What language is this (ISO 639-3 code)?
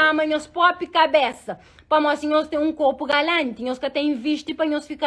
kea